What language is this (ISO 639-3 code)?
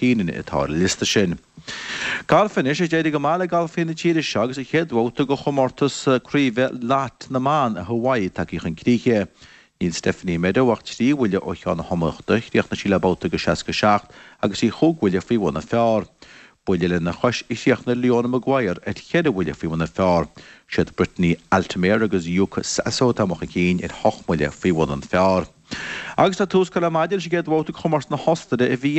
gle